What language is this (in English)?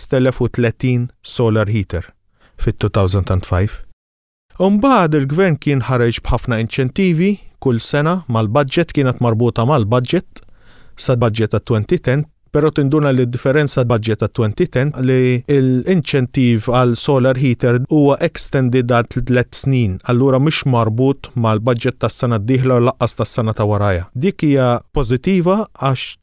Maltese